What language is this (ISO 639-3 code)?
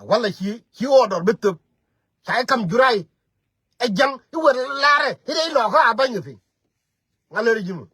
nus